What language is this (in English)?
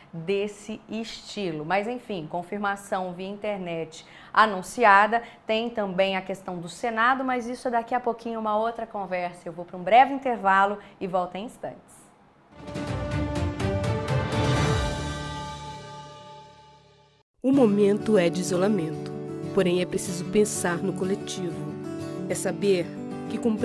Portuguese